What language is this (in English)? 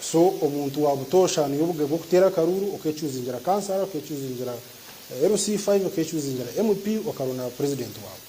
Nyankole